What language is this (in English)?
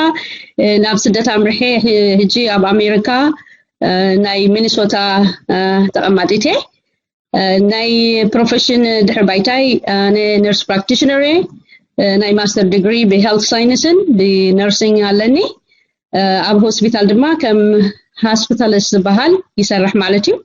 Tigrinya